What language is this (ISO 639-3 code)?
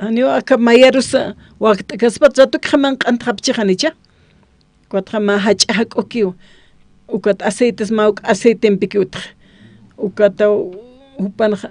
aym